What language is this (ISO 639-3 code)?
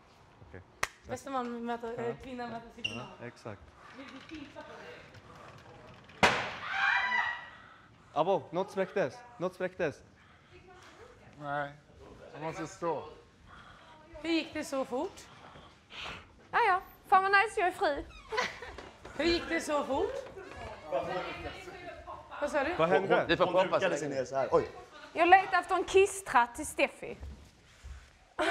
swe